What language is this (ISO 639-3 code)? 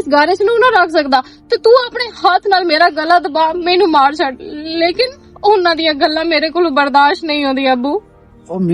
lah